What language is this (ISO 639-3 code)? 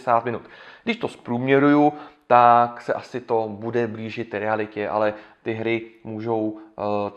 ces